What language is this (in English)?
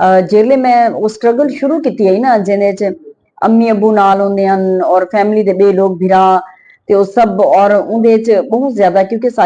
Western Panjabi